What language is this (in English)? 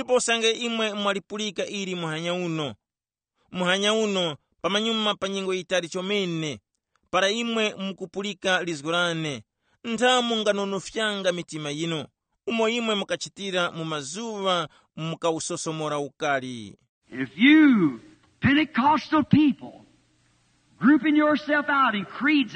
Tumbuka